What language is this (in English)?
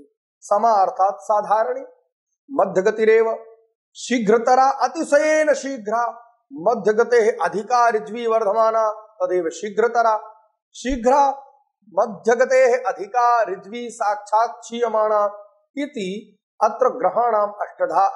Sanskrit